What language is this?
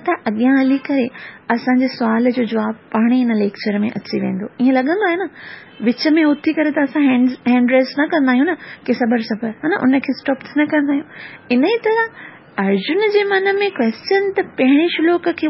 Sindhi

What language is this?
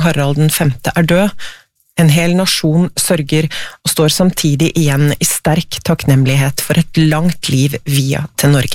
Norwegian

